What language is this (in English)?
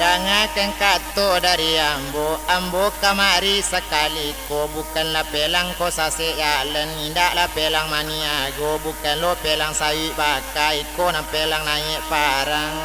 Minangkabau